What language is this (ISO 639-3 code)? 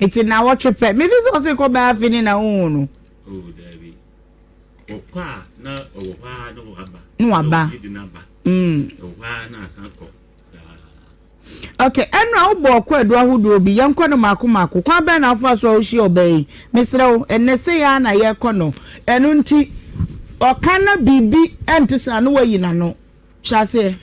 aka